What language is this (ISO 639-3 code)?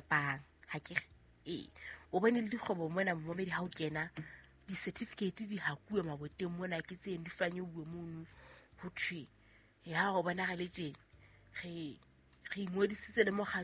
sot